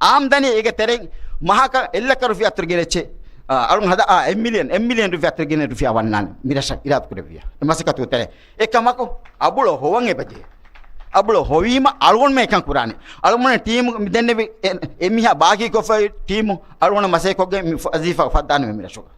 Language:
Divehi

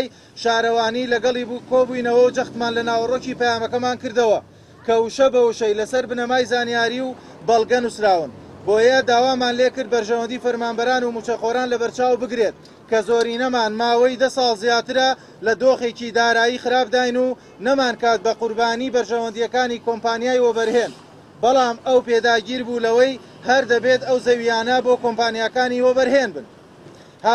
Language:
Central Kurdish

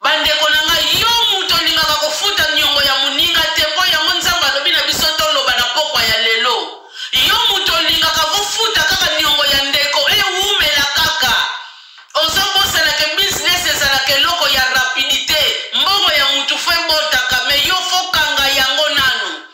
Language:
Lingala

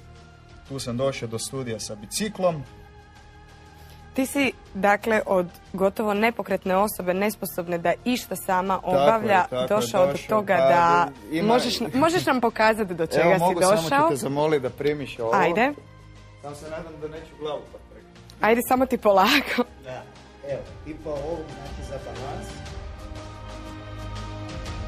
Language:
Croatian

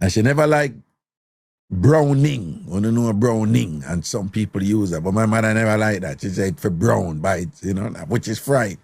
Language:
Jamaican Creole English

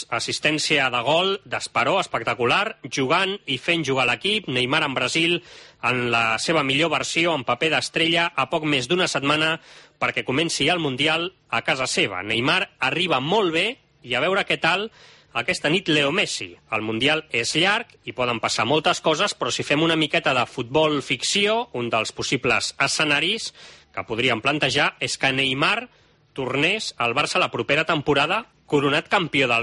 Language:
Catalan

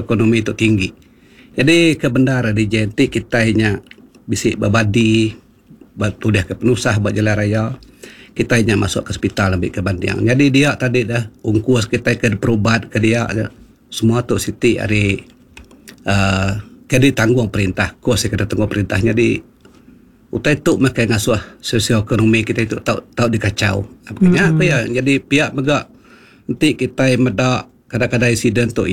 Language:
Iban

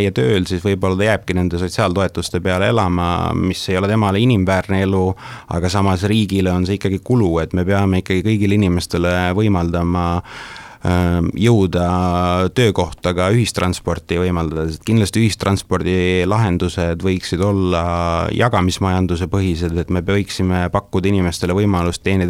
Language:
Estonian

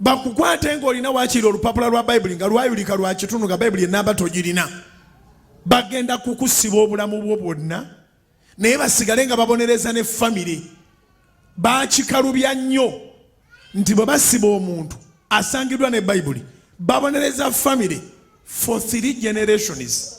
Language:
Ganda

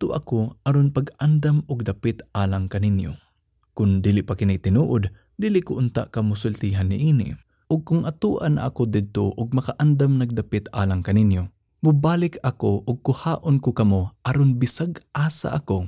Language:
Cebuano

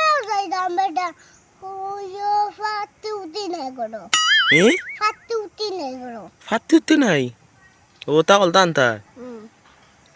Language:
Sylheti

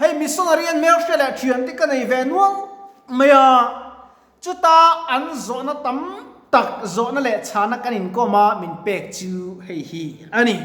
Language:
Mizo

